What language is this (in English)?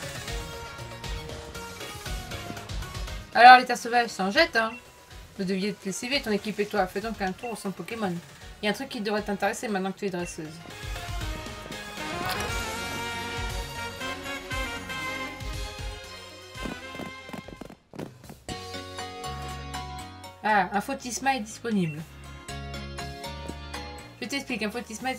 French